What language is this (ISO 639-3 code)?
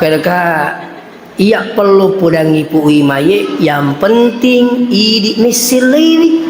bug